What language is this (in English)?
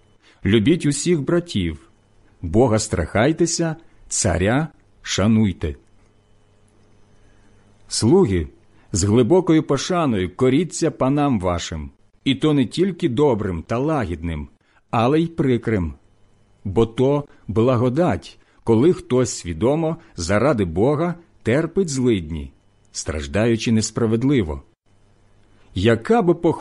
Ukrainian